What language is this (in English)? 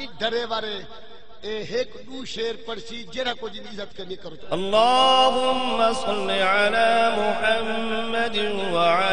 Saraiki